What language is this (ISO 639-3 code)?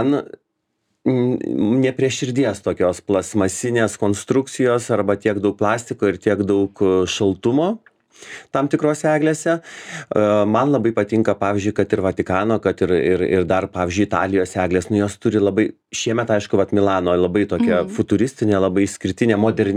lit